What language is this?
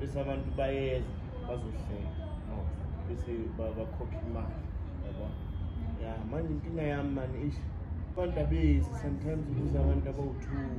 Zulu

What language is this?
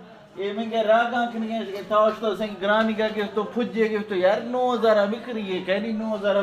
Eastern Balochi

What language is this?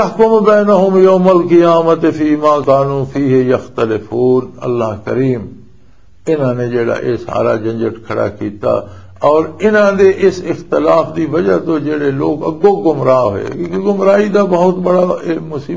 Western Panjabi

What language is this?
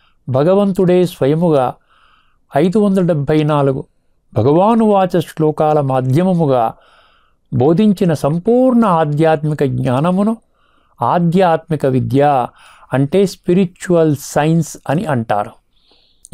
Telugu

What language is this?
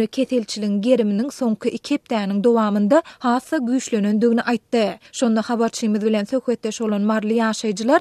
Turkmen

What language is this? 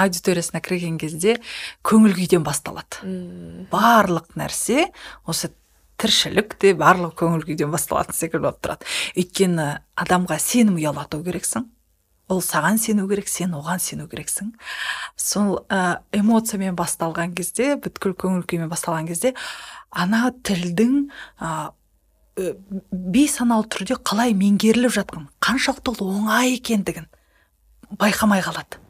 Kazakh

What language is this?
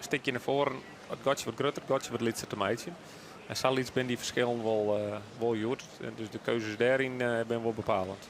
Western Frisian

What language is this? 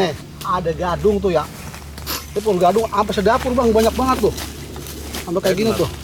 Betawi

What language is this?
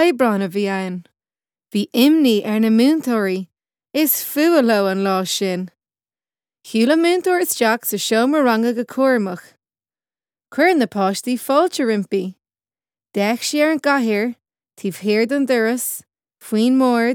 Irish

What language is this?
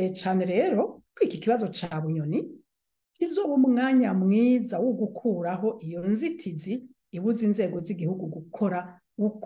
Rundi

